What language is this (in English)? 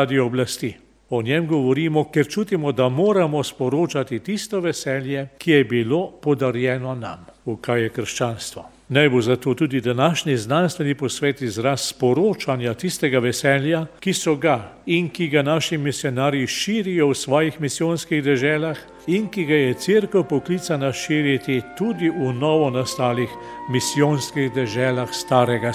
Slovenian